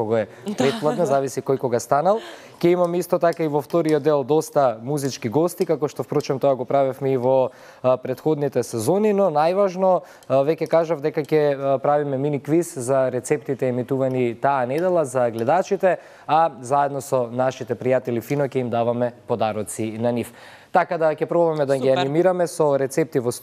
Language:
Macedonian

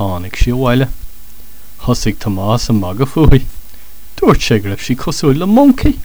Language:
Irish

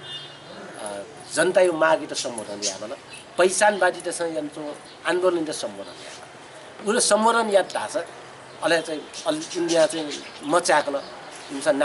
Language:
Newari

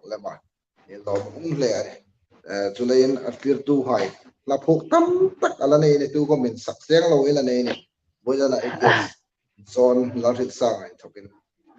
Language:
Hmar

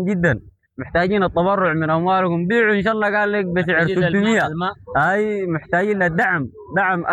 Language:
Sudanese Arabic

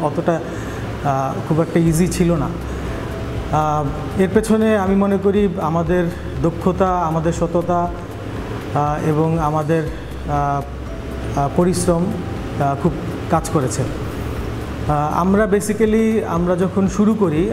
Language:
Bangla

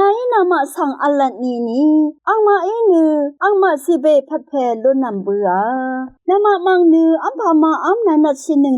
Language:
Rawang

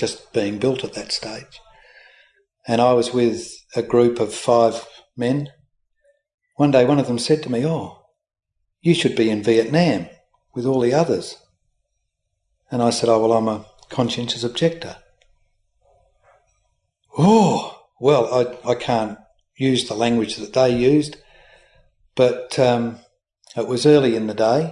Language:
English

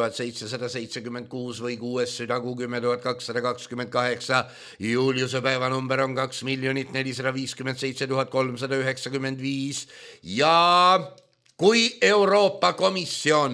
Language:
Estonian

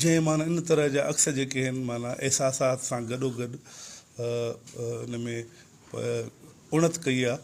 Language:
Sindhi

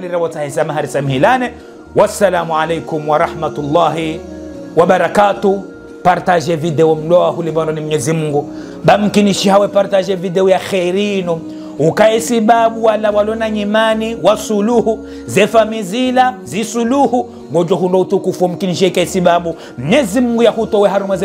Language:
Ngazidja Comorian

